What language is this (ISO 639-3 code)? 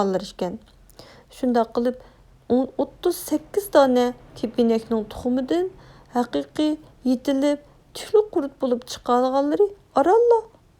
uig